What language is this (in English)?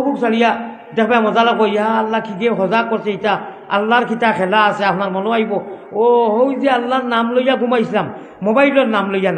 Sylheti